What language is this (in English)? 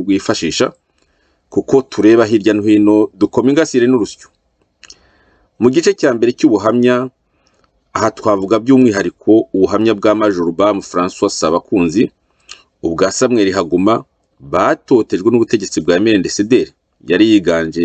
Kinyarwanda